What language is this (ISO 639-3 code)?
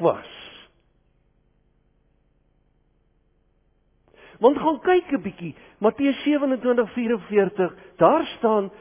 afr